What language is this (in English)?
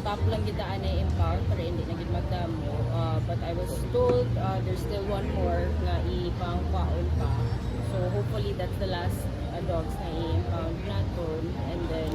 Hiligaynon